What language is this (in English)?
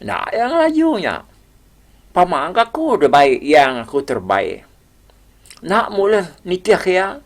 Iban